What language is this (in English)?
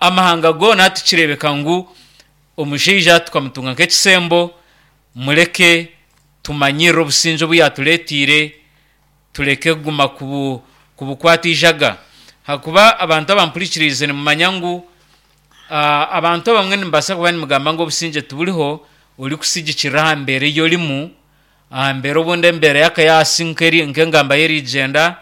Nyankole